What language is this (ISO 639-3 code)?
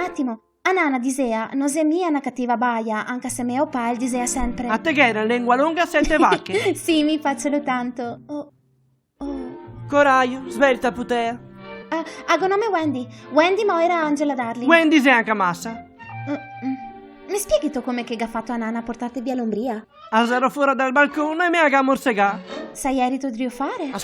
vec